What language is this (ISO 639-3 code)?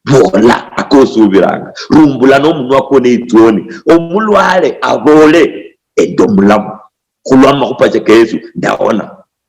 luy